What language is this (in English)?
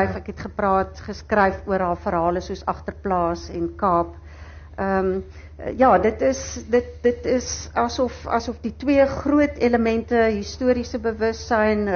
Afrikaans